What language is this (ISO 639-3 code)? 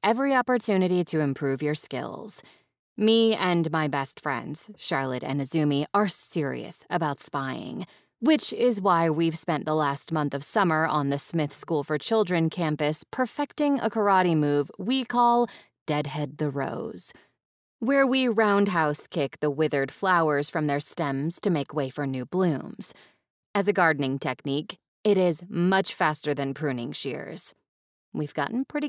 eng